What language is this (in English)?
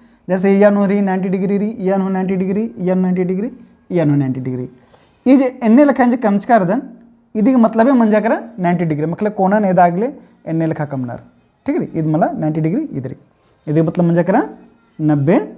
Kurukh